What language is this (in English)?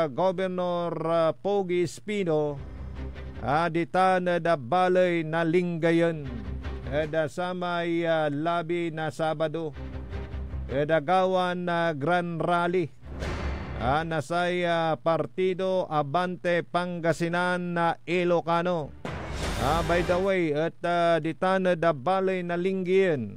Pangasinan